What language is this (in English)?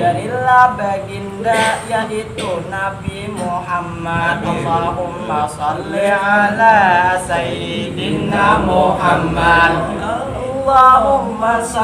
Banjar